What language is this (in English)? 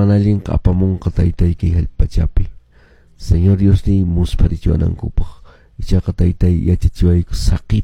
Quechua